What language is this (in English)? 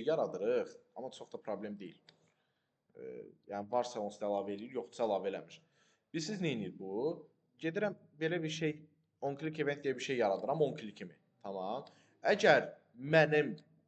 Azerbaijani